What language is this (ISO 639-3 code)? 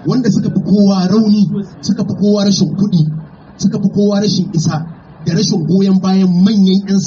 hau